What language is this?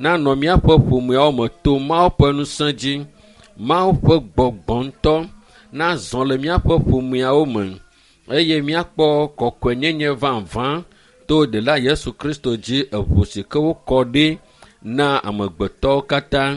Ewe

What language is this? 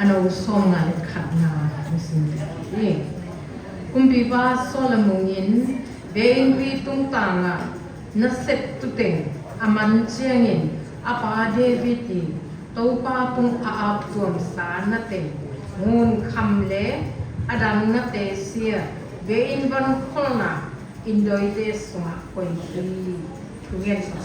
Siyin Chin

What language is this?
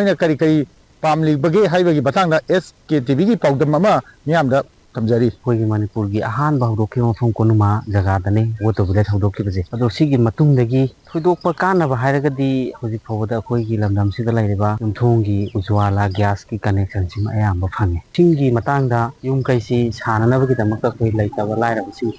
Manipuri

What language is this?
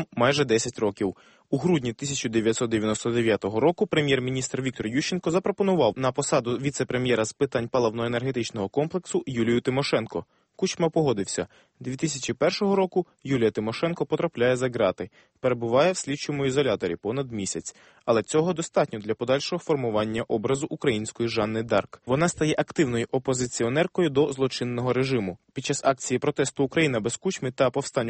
Ukrainian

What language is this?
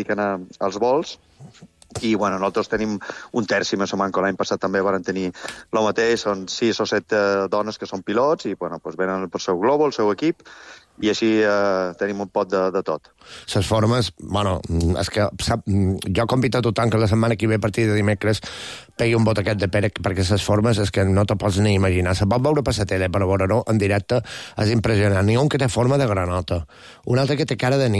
Catalan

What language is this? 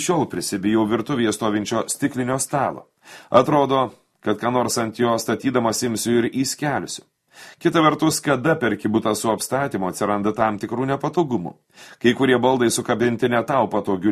Lithuanian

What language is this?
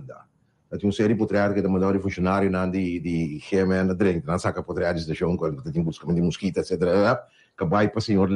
Papiamento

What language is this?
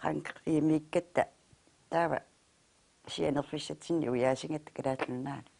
Kalaallisut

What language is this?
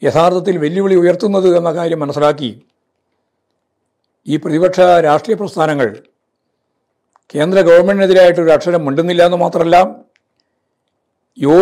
Malayalam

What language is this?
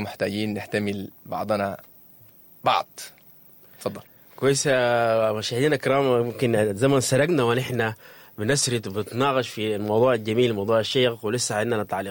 Sudanese Arabic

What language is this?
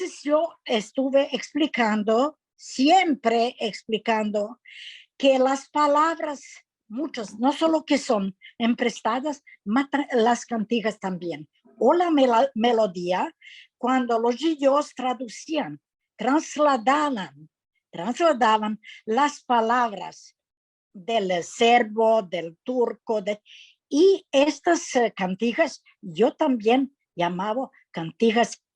Ladino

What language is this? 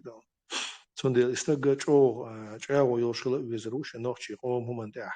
Chechen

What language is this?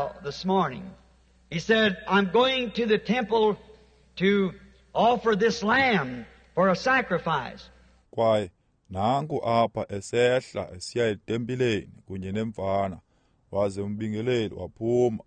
Xhosa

